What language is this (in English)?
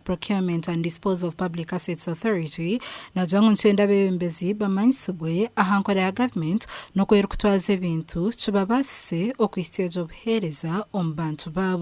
Nyankole